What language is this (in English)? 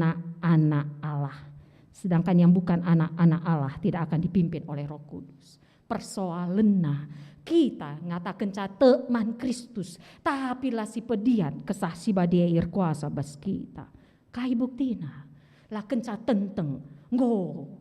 Batak Karo